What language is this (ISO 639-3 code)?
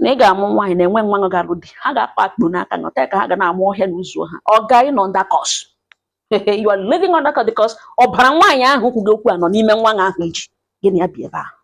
ibo